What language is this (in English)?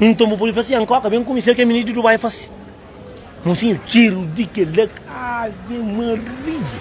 Kabuverdianu